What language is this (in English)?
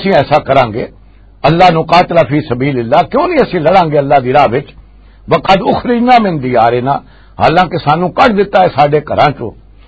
Western Panjabi